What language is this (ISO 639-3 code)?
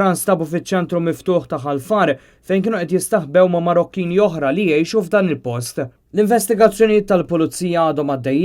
mlt